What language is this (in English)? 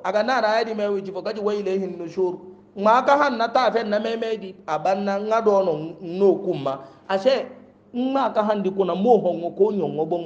Hausa